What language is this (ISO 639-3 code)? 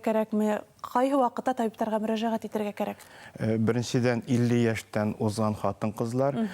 bak